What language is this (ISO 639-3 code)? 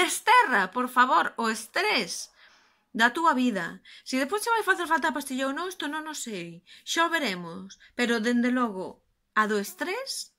glg